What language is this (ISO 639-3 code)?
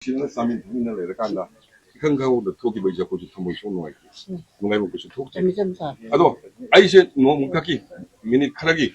mni